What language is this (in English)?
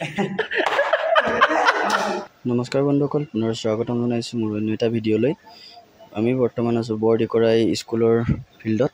Assamese